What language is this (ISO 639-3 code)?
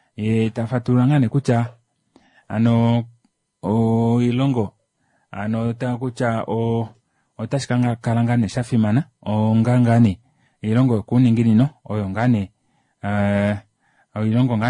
kua